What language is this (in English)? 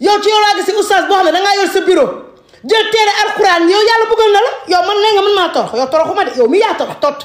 Wolof